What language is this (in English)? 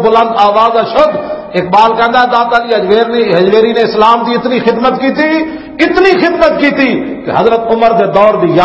Western Panjabi